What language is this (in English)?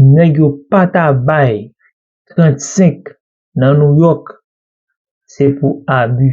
Haitian Creole